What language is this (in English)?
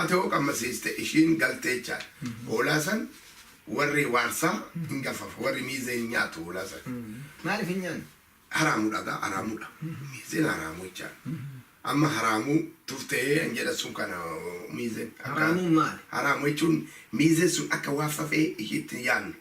Oromo